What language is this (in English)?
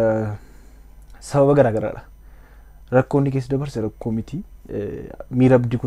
Oromo